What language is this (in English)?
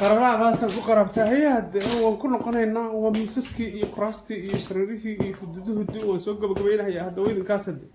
Somali